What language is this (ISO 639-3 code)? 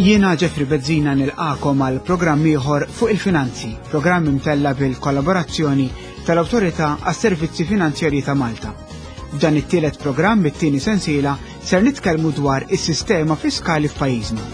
mlt